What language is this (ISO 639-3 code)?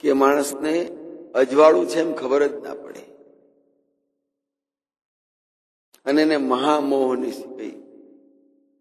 guj